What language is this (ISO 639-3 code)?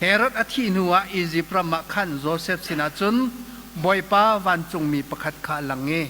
cnh